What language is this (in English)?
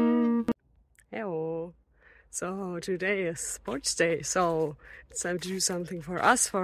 English